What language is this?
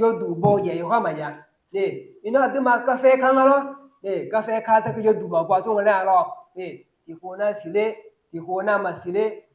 Akha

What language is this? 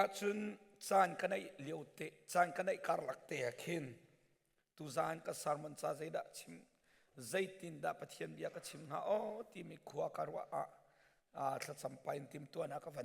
Hakha Chin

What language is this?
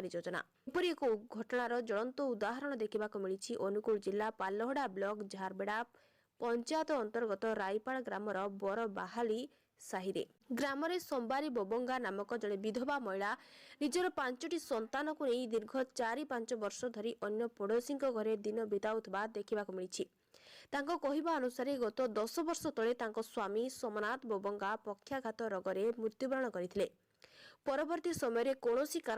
Odia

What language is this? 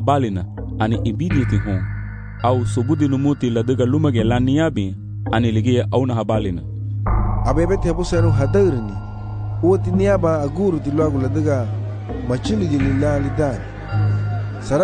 Garifuna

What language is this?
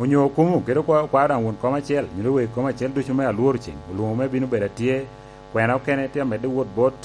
Lango (Uganda)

